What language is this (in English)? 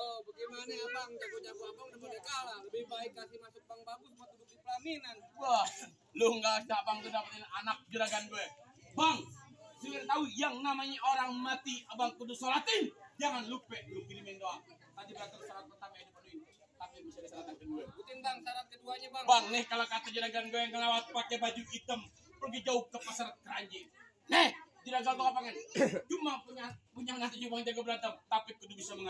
Betawi